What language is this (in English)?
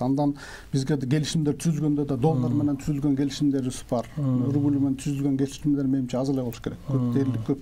Kyrgyz